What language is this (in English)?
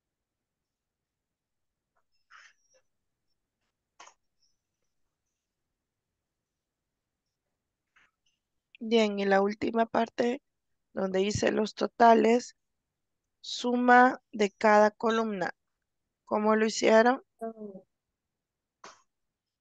Spanish